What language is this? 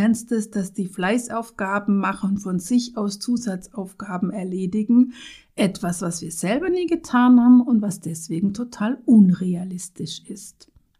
German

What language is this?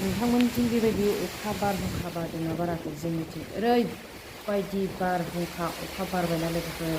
Bodo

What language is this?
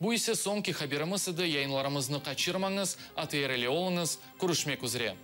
Crimean Tatar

